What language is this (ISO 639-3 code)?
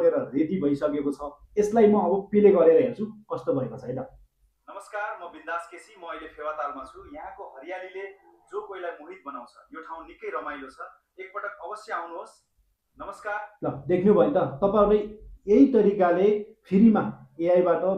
nep